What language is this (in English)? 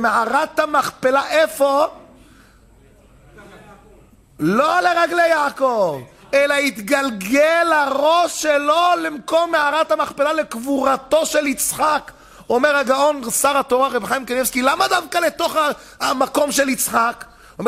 Hebrew